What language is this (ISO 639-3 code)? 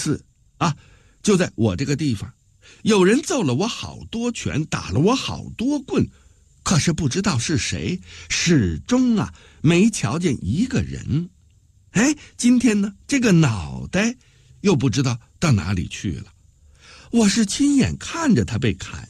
zho